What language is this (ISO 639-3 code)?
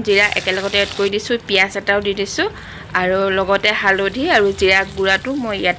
asm